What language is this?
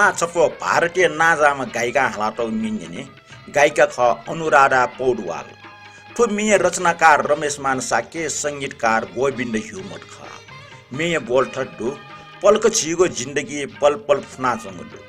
Newari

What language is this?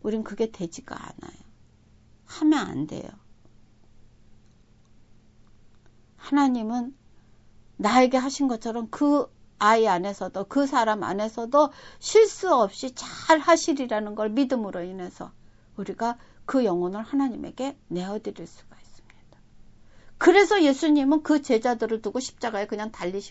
Korean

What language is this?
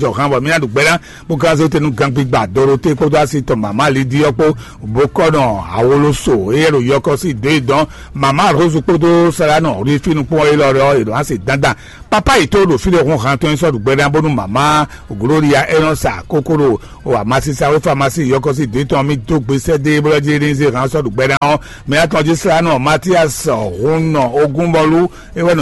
Fon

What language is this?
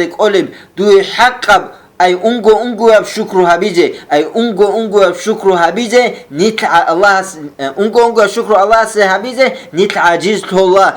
Avaric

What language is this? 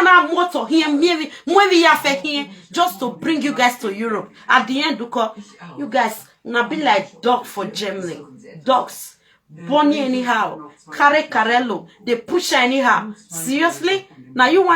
Nigerian Pidgin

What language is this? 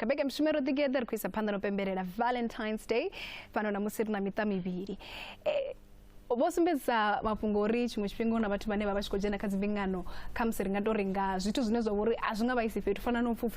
Venda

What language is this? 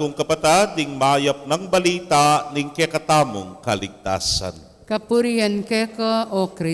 Pampanga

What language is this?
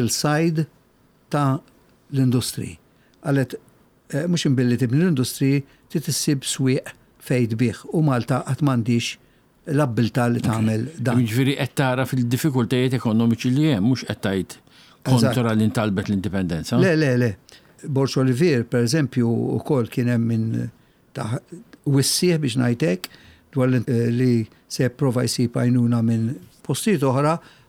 Maltese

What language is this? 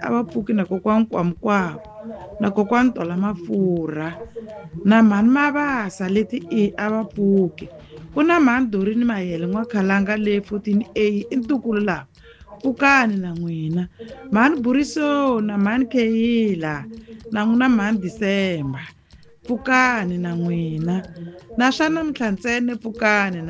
Tsonga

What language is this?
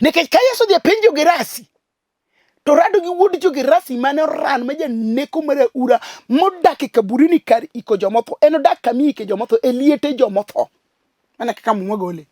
Luo (Kenya and Tanzania)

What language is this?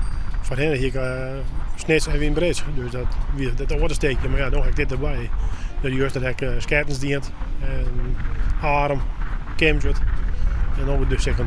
Western Frisian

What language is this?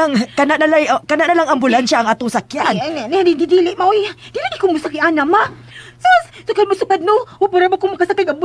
Cebuano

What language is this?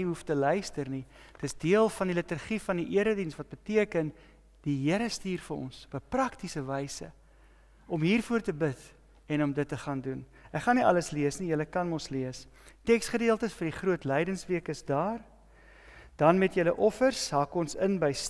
Afrikaans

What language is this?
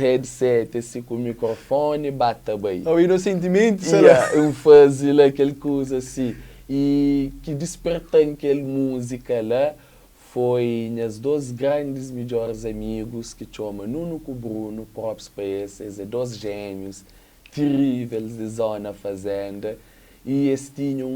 Kabuverdianu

